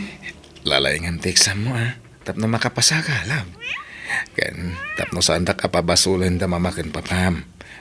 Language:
Iloko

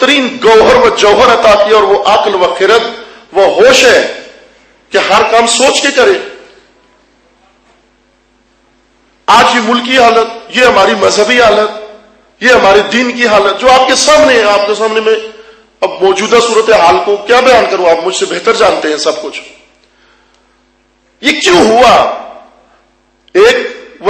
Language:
Urdu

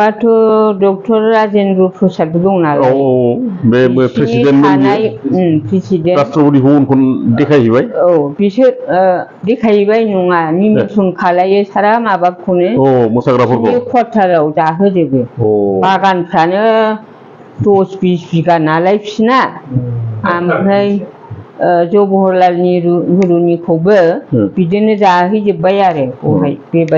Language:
Bodo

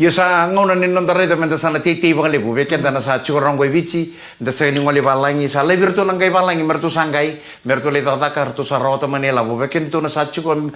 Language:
Fijian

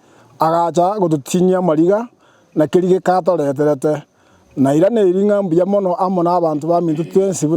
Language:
Gusii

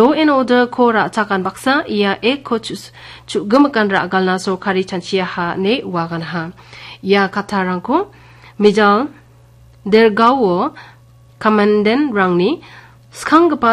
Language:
Garo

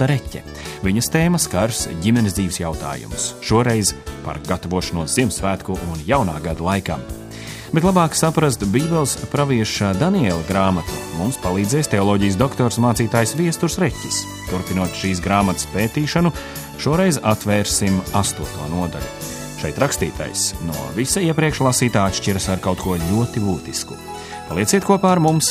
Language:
Latvian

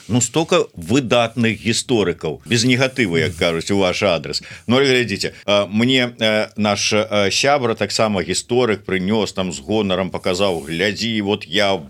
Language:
Belarusian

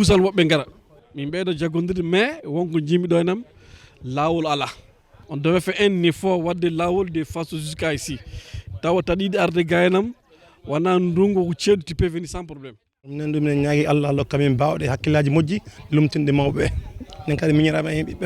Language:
Fula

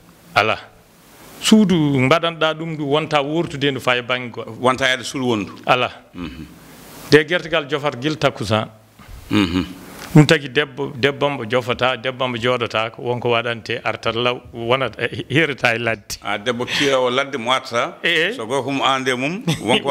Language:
Fula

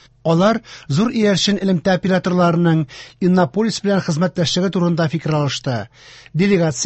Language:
Tatar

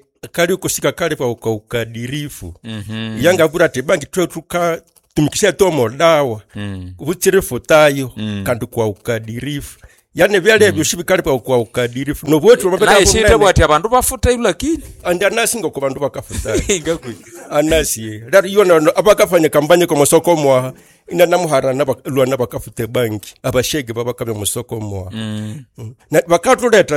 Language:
Nande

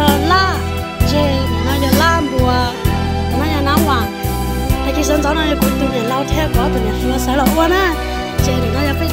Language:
Hmong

